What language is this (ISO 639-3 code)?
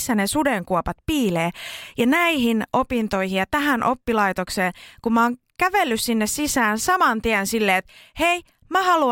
fin